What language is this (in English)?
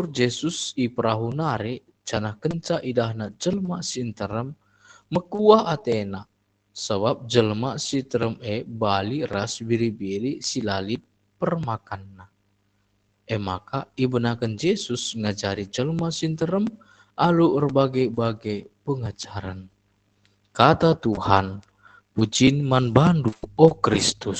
Batak Karo